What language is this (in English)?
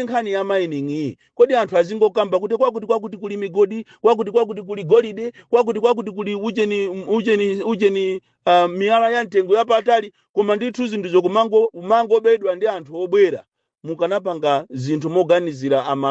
Nyanja